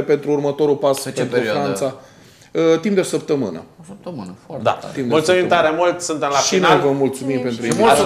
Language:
Romanian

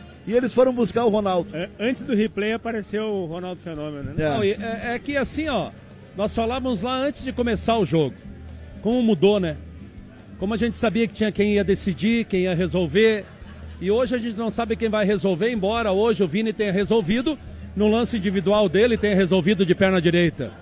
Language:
Portuguese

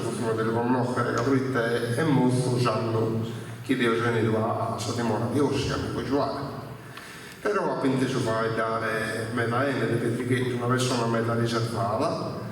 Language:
Sardinian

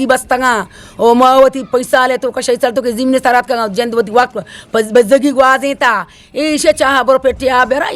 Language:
Eastern Balochi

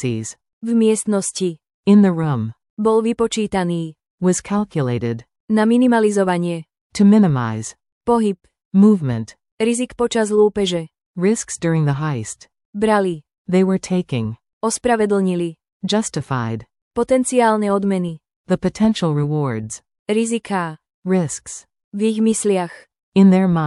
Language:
Slovak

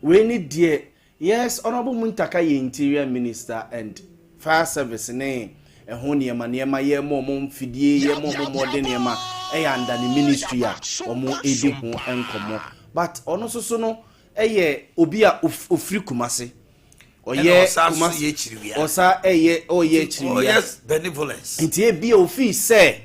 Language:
Akan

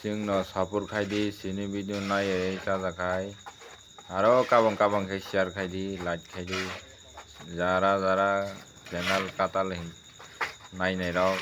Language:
Kok Borok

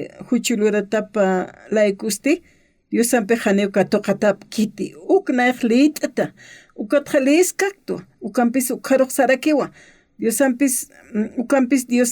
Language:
Aymara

